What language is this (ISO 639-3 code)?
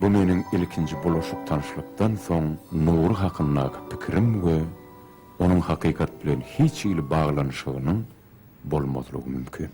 tuk